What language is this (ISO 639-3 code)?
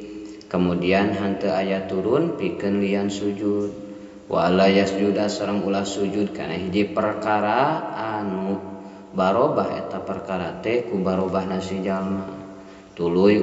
sun